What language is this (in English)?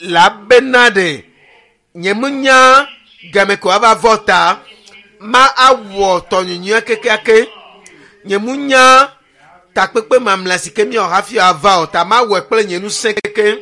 Ewe